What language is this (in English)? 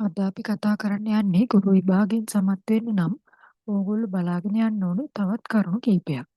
Sinhala